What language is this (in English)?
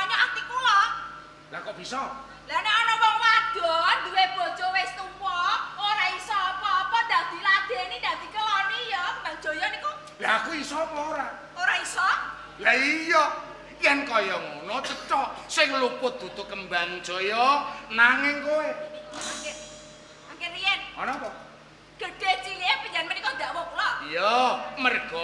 Javanese